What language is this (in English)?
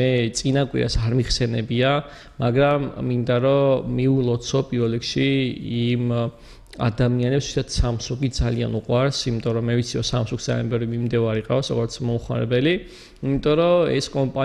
Georgian